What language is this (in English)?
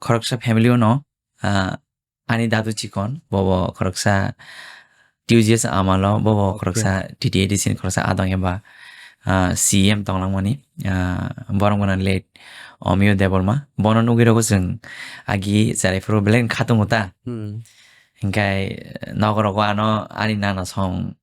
Kok Borok